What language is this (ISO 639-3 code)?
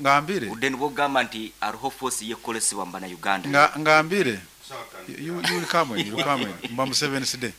nyn